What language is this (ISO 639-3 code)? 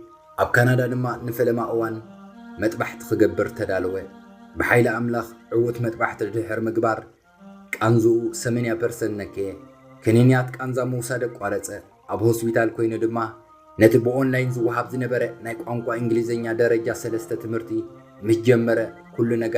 tir